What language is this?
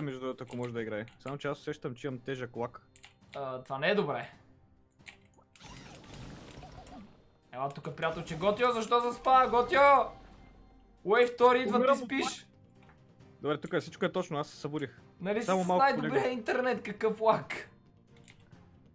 Bulgarian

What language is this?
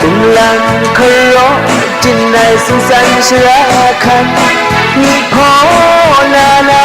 Kachin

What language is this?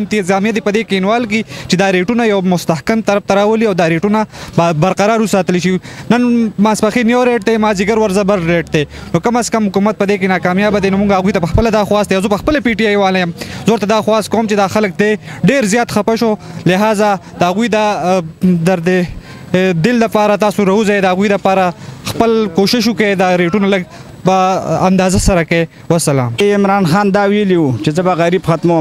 Pashto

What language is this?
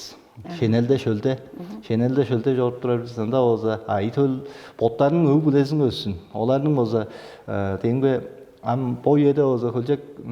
Tuvinian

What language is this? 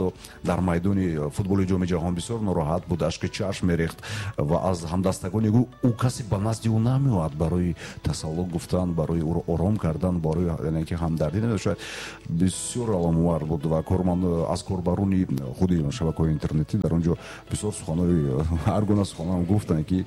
Tajik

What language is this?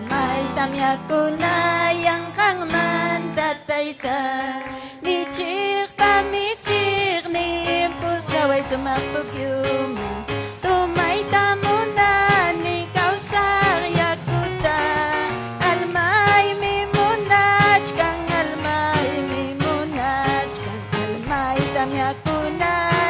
Ayacucho Quechua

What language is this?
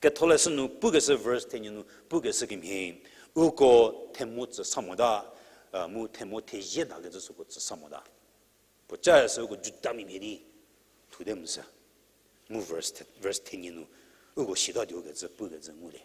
Angami Naga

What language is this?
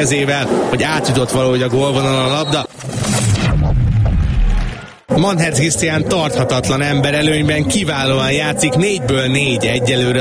Hungarian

